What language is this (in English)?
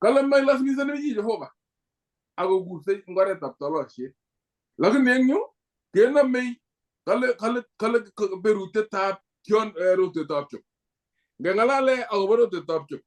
Kalenjin